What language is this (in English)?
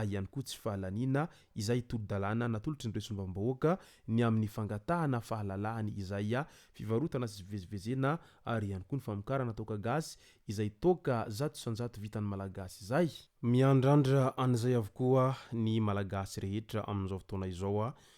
Malagasy